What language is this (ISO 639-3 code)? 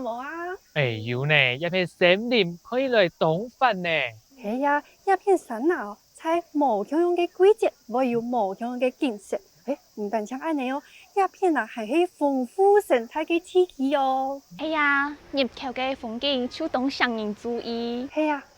hak